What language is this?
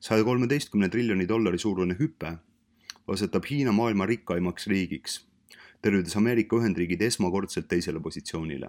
Estonian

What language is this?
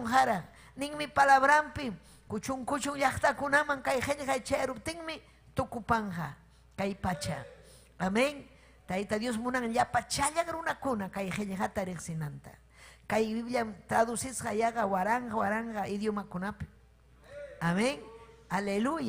Ayacucho Quechua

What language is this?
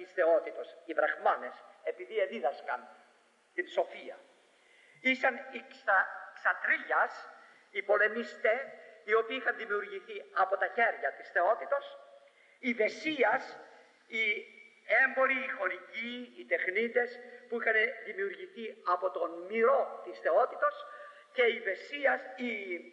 Greek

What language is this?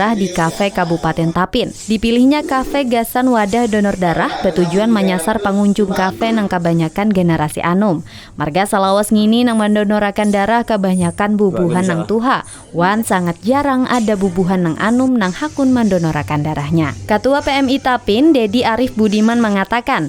Banjar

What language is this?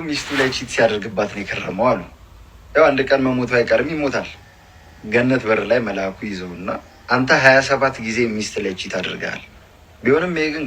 Amharic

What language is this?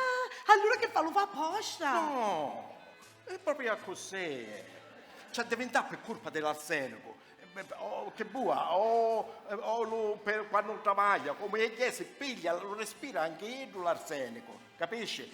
Sicilian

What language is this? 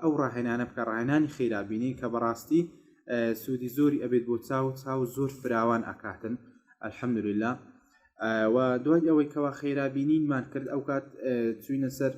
Central Kurdish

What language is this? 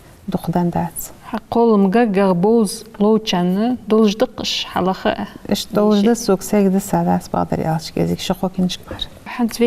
Ingush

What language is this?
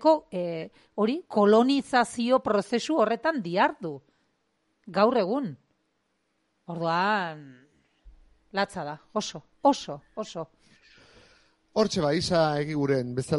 Basque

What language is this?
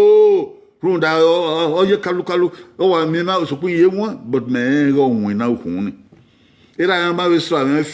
Bini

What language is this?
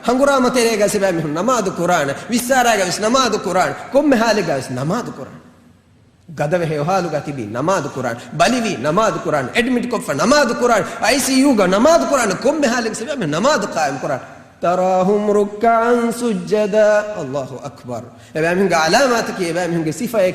Divehi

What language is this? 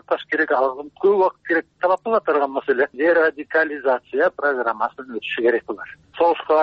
Kyrgyz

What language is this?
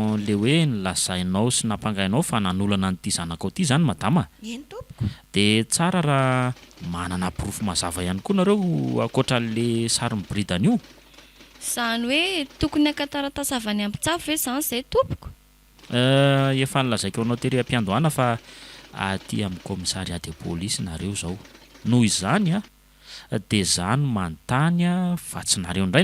Malagasy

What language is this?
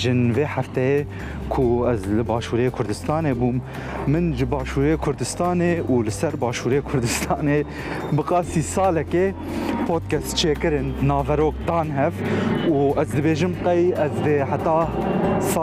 Kurdish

